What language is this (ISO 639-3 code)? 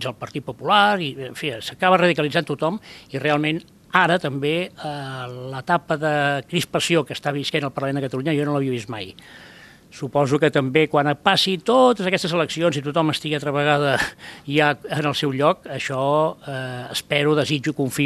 cat